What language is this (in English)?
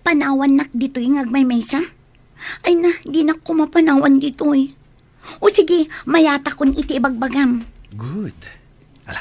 Iloko